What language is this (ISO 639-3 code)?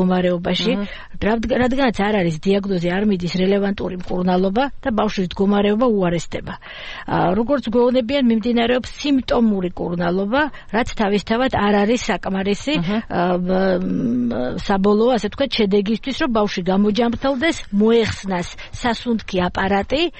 kat